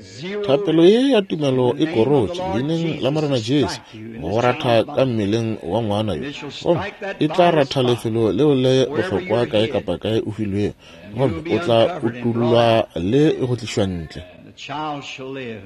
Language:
Northern Sotho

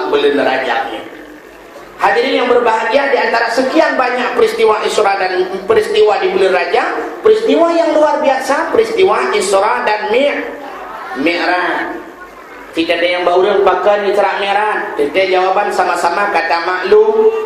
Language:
Achinese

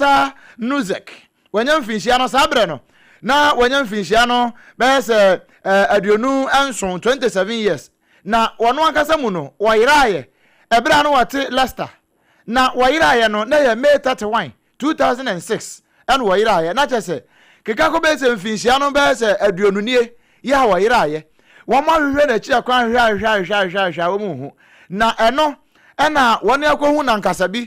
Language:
Akan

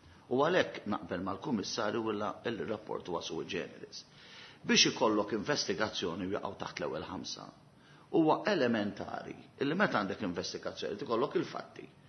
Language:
Maltese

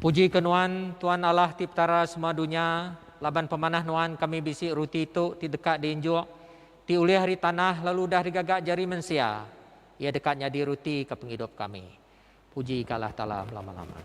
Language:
Iban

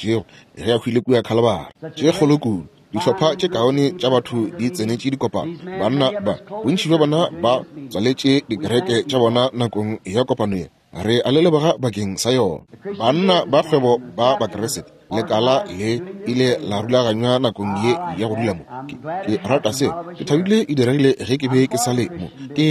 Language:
Northern Sotho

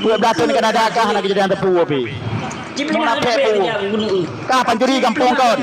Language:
Achinese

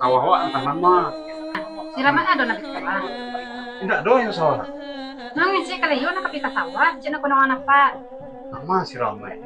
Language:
Minangkabau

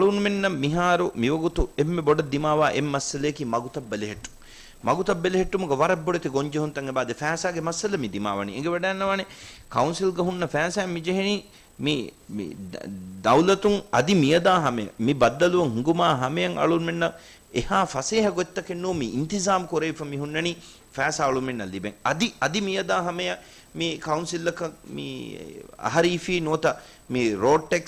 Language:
Divehi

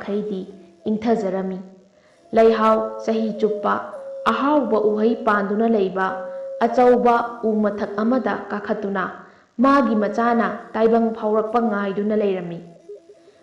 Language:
Manipuri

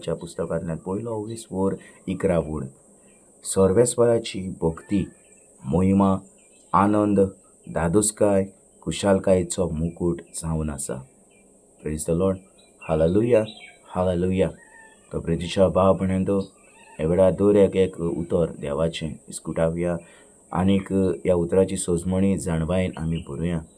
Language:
Konkani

